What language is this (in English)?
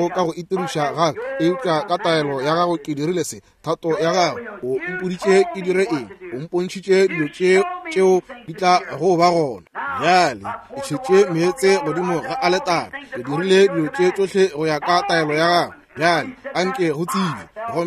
Northern Sotho